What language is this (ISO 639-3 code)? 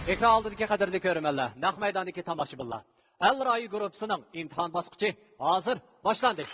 uig